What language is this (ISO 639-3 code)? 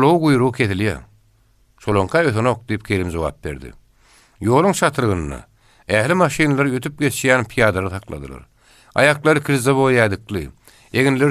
tuk